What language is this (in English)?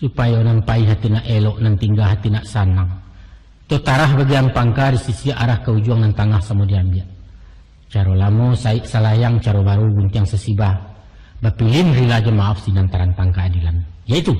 Minangkabau